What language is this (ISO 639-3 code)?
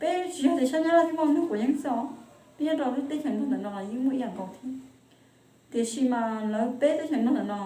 hmn